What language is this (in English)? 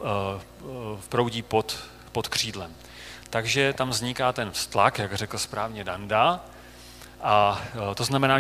Czech